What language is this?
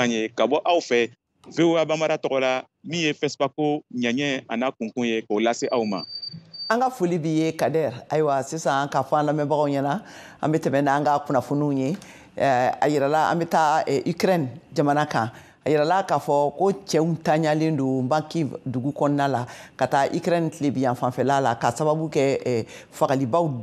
Bambara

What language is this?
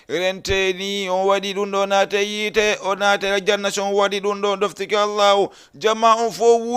Fula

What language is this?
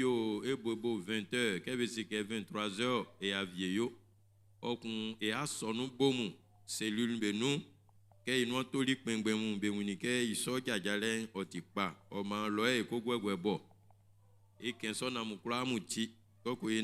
Baoulé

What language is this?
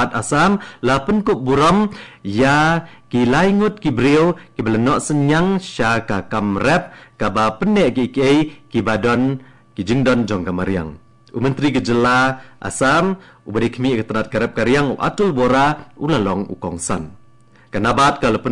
Khasi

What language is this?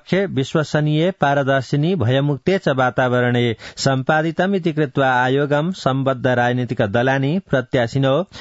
Sanskrit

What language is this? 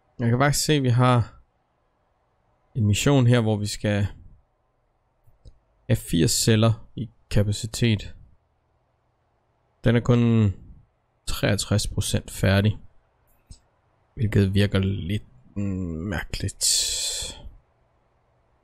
Danish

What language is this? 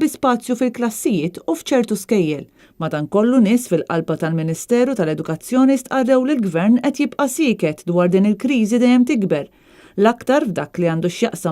Maltese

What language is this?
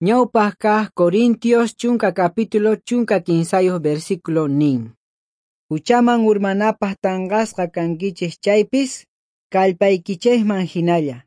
South Bolivian Quechua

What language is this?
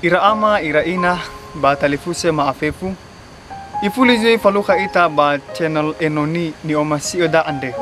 Nias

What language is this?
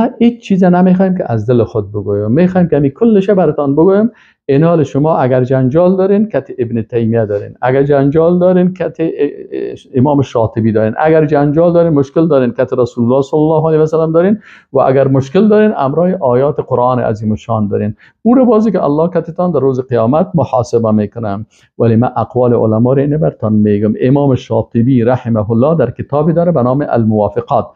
Persian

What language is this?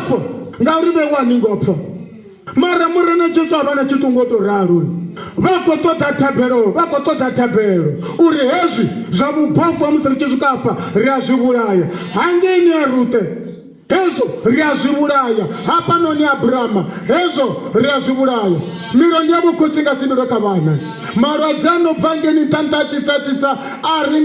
Venda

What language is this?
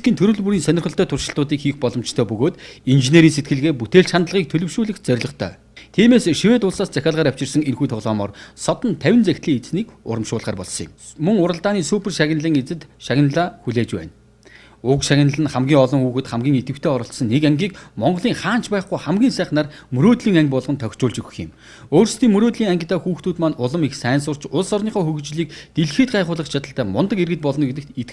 Mongolian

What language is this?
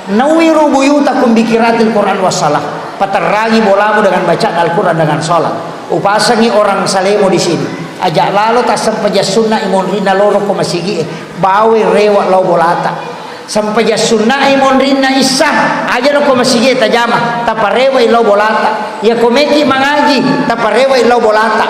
Buginese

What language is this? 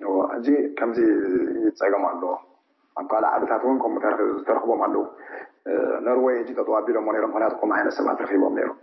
Tigrinya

